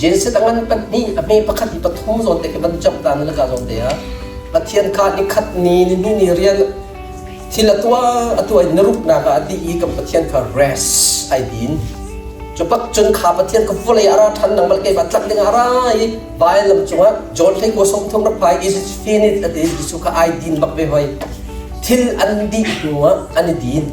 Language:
Hakha Chin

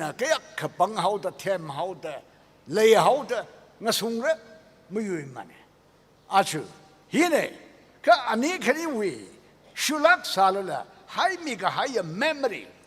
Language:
Tangkhul Naga (India)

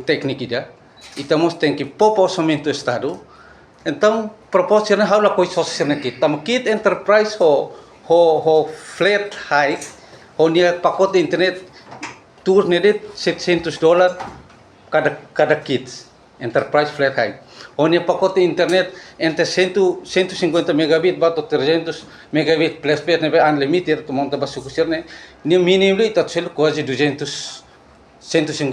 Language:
Tetum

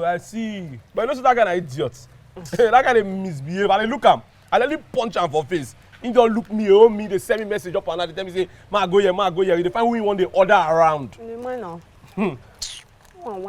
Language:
Nigerian Pidgin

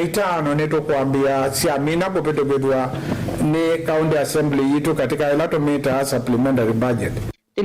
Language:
Kamba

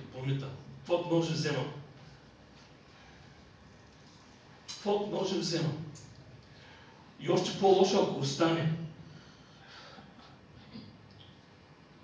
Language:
Bulgarian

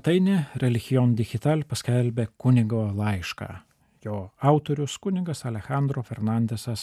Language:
Lithuanian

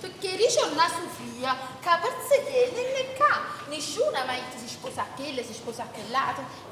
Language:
Neapolitan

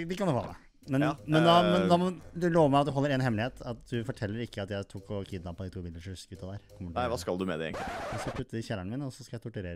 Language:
Norwegian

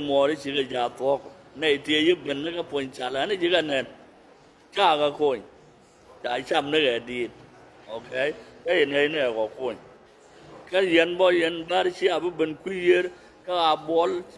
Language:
Nuer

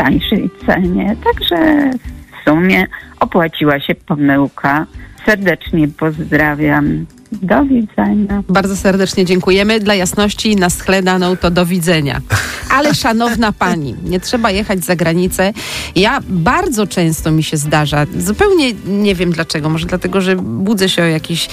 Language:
Polish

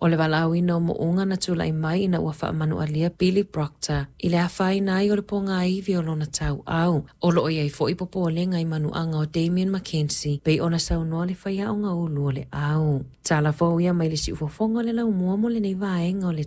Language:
Samoan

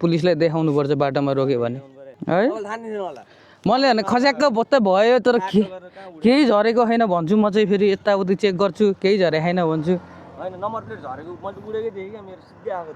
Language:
Nepali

